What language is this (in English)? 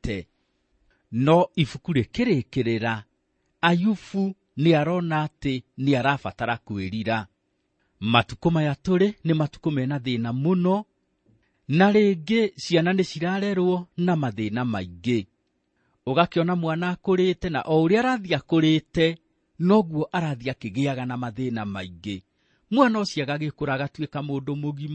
Kikuyu